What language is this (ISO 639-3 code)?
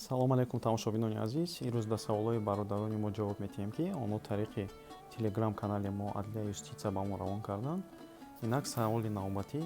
tgk